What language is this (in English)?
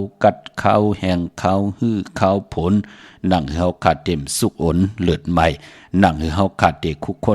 Shan